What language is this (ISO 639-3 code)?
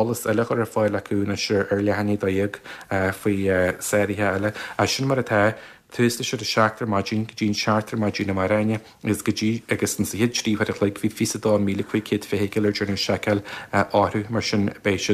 gle